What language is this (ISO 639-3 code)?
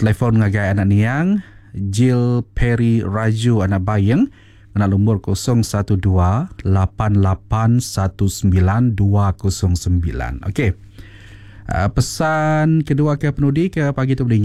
iba